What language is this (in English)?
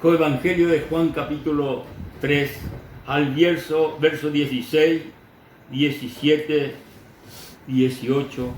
Guarani